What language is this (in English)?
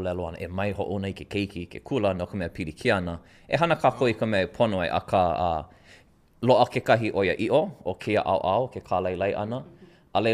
Hawaiian